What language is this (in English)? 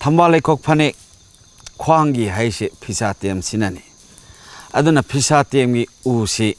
Manipuri